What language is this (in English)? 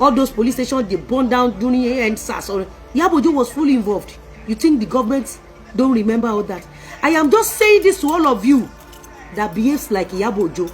Yoruba